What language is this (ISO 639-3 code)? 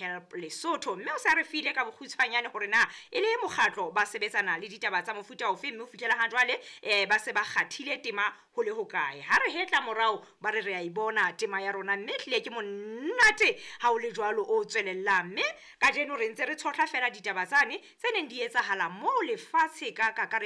sot